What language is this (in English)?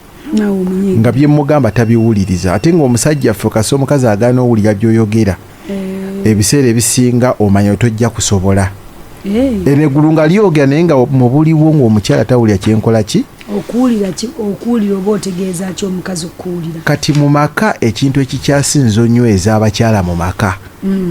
Ganda